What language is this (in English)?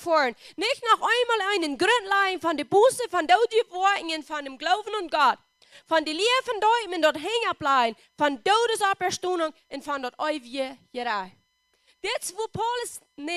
Plautdietsch